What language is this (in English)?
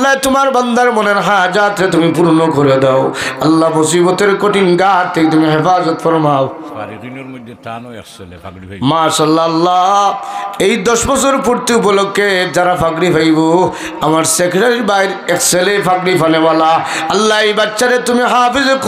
Sylheti